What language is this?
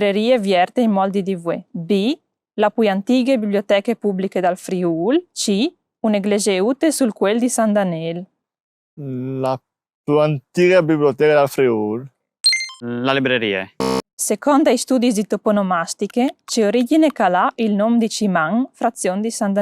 Friulian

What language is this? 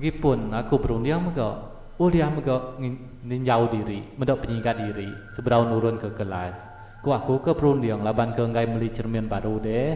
Iban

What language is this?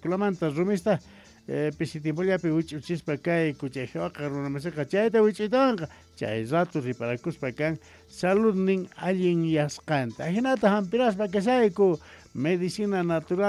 Quechua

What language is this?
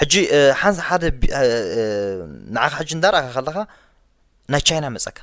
Tigrinya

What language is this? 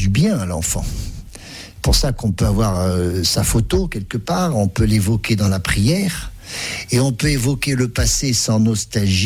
French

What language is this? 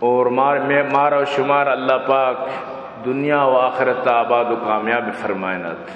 Baluchi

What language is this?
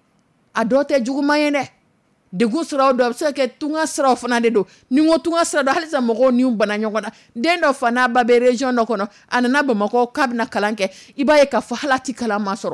Dyula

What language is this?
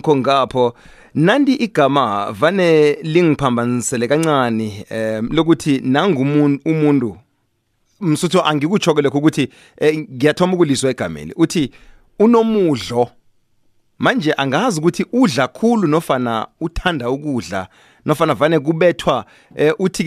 South Ndebele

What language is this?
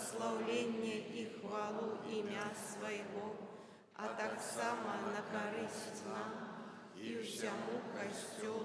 Belarusian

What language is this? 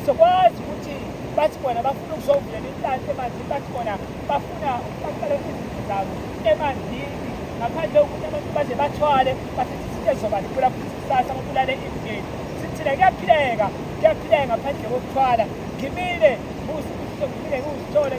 Zulu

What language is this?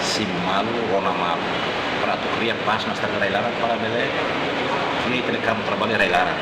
Tetum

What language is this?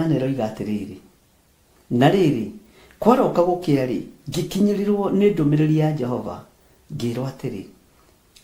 Kikuyu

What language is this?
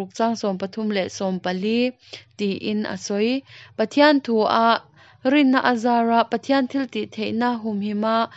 Mizo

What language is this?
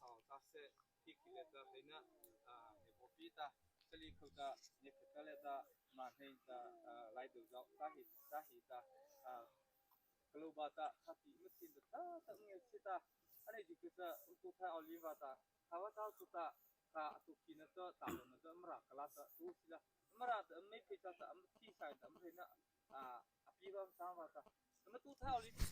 Mara Chin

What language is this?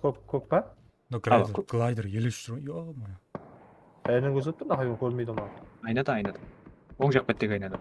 Kara-Kalpak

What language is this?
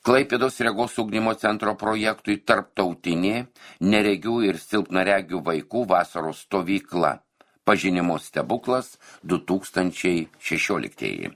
Lithuanian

